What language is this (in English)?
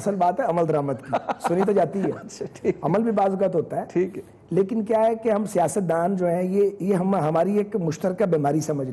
Urdu